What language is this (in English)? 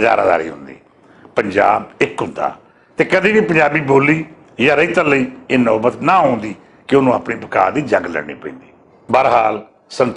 Western Panjabi